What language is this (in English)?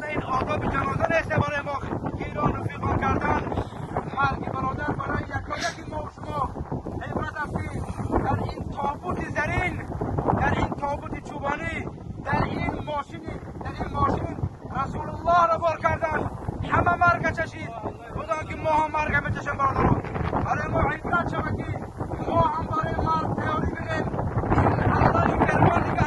Tajik